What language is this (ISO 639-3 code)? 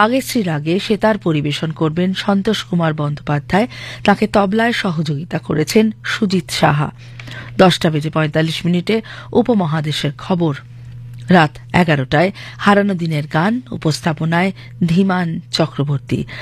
ben